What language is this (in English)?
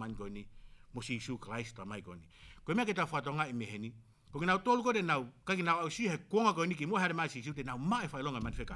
Tongan